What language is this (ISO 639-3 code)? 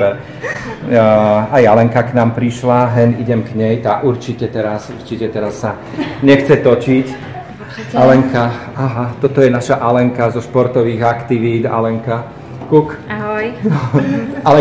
slk